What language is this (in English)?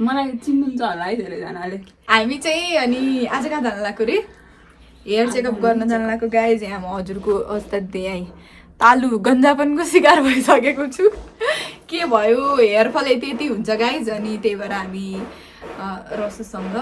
Nepali